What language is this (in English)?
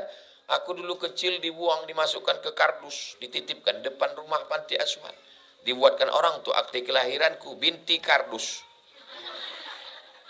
Indonesian